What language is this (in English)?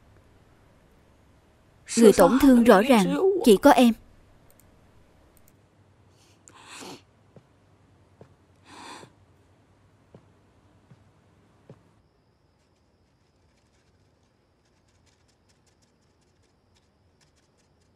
Vietnamese